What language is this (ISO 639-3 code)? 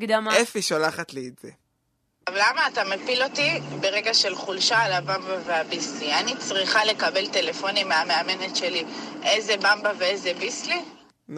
heb